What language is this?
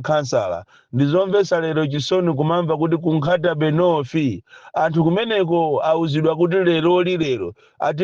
Nyanja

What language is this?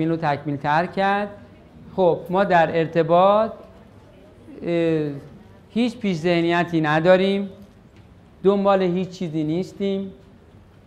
Persian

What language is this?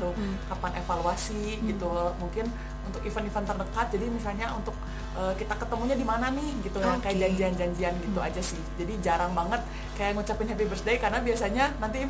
Indonesian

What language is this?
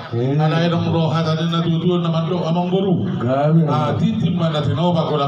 Batak Toba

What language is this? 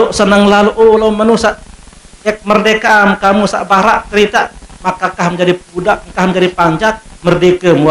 Sasak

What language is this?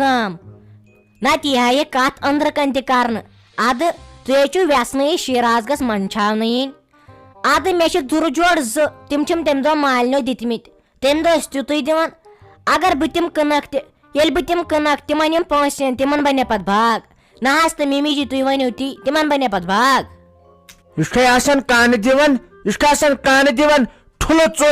Kashmiri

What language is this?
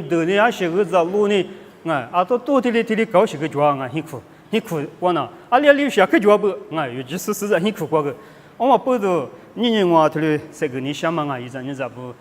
Lisu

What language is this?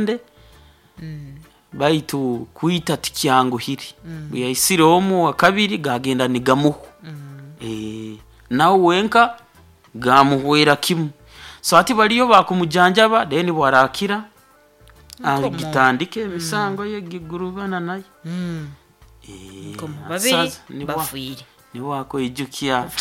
Nyoro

